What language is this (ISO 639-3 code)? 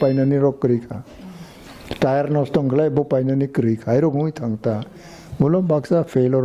trp